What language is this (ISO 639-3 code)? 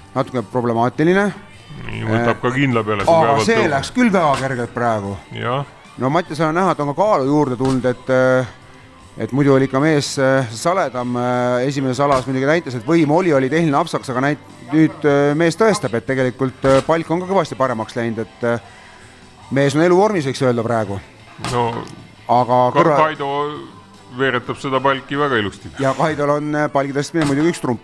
est